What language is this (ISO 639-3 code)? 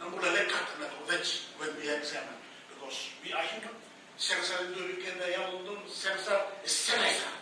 fij